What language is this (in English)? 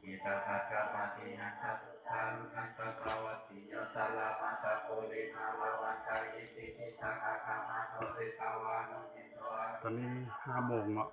Northeastern Thai